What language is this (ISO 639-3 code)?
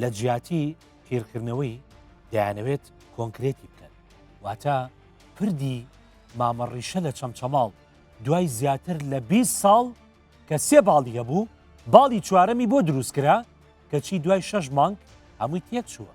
ckb